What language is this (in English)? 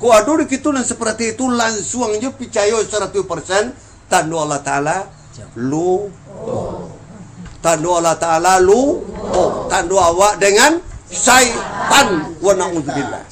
Minangkabau